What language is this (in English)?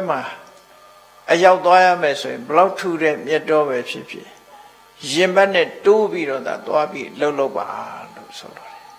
Burmese